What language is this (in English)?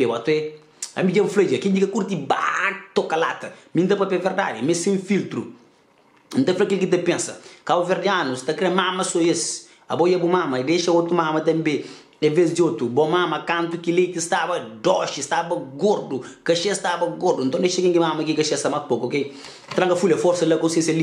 Kabuverdianu